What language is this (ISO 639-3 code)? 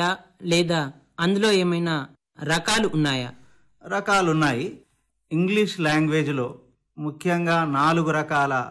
tel